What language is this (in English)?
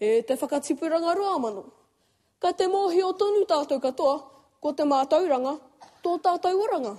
Māori